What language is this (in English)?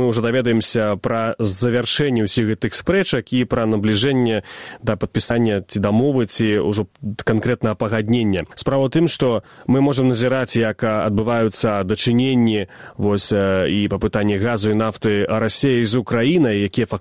Belarusian